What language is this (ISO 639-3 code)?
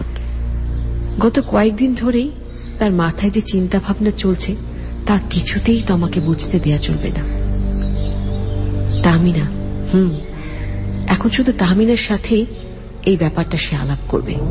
ben